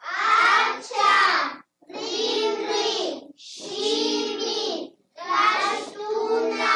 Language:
Imbabura Highland Quichua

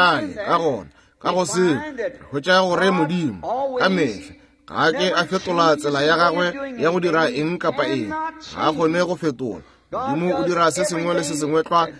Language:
Northern Sotho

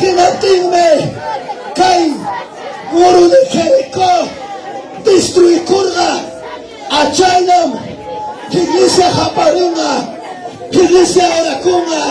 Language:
Ayacucho Quechua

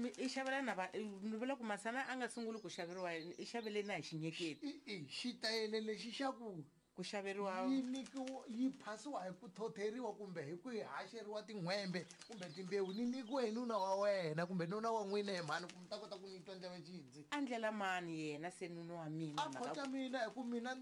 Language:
Tsonga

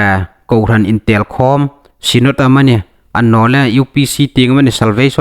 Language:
Hmar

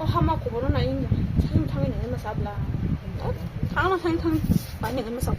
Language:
Kok Borok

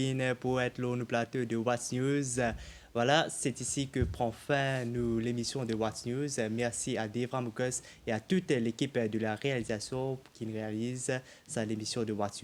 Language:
Morisyen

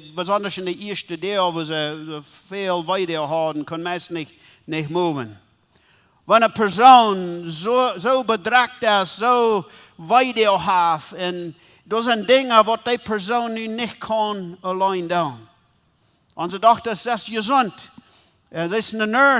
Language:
Plautdietsch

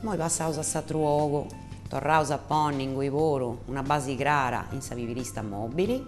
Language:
Sardinian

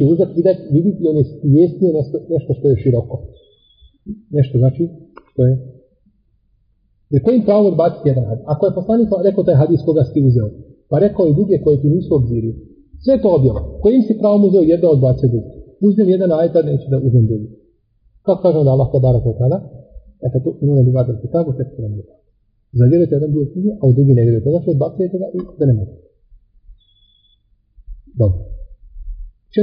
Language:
Bosnian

